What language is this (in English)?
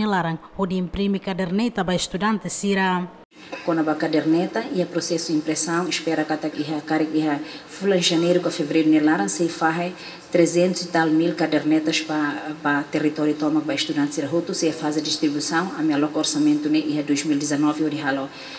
Tetum